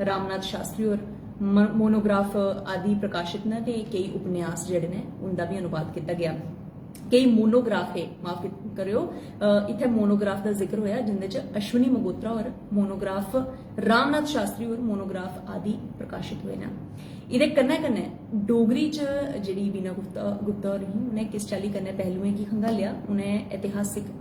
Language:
Dogri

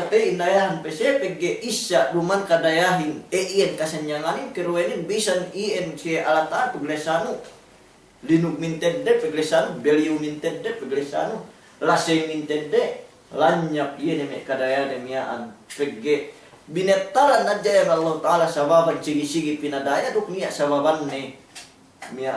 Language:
Yakan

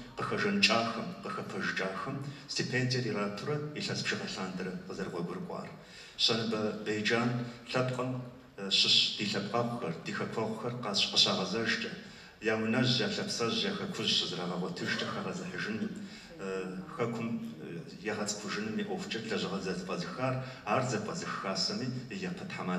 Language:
Kabardian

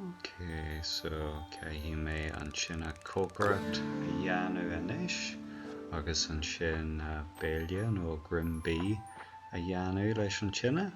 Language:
Irish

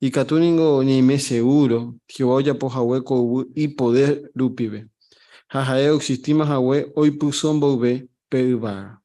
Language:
Guarani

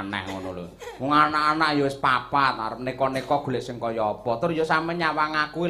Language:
Javanese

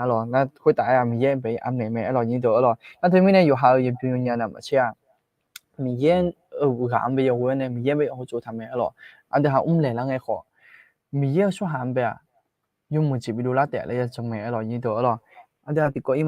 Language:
Akha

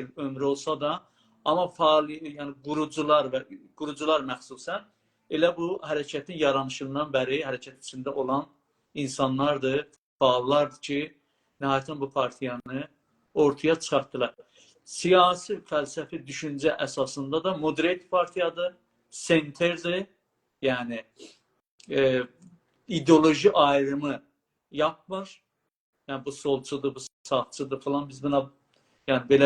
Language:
South Azerbaijani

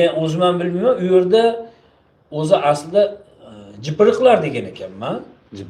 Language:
Uzbek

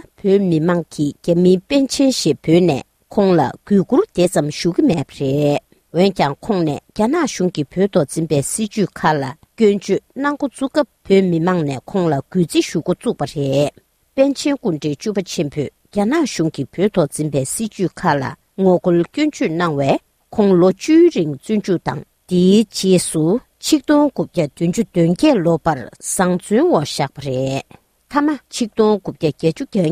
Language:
Tibetan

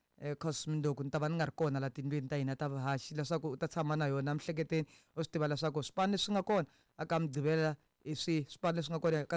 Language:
Tsonga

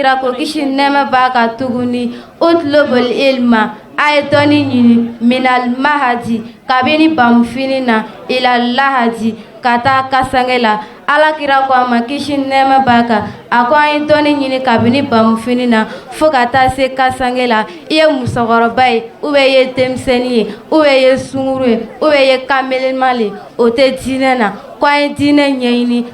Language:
Bambara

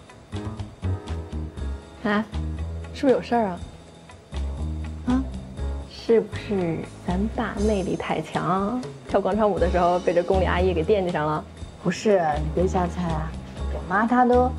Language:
Chinese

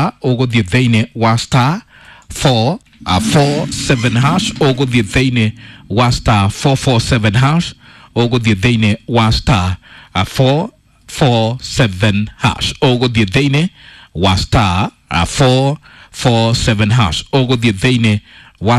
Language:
Kikuyu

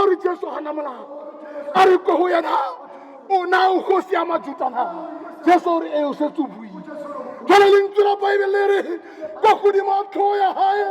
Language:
Southern Sotho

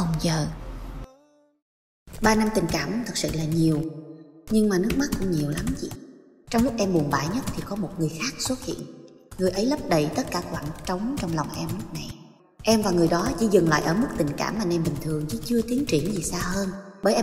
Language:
Vietnamese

